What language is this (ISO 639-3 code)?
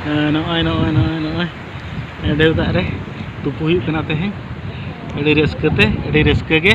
sat